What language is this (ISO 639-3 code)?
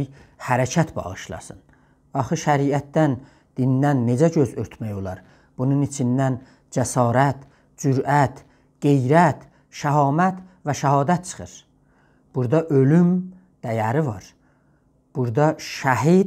azb